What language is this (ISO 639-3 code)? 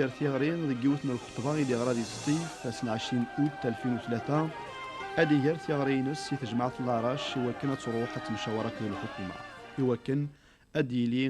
kab